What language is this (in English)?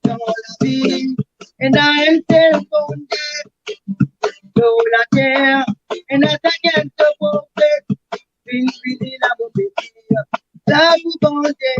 Morisyen